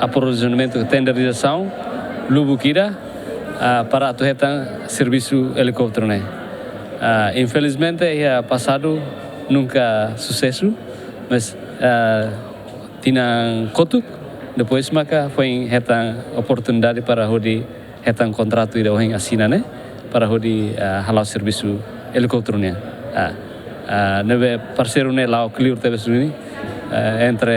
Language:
Tetum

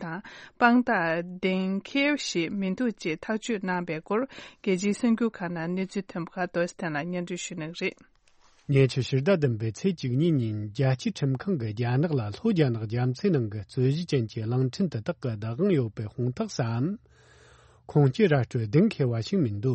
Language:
Tibetan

